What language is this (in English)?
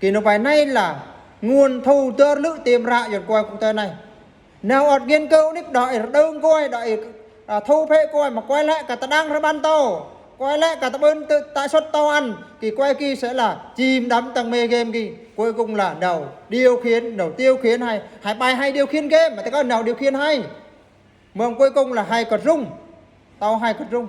Eastern Bru